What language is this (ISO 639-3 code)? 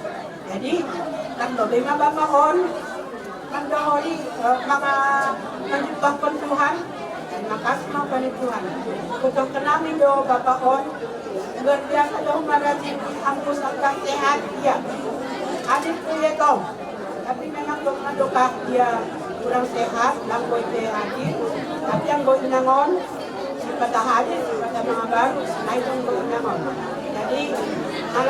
bts